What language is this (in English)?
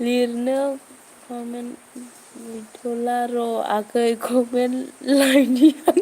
Bodo